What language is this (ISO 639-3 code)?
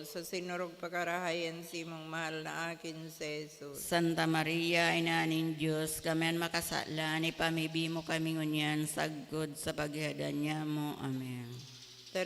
bik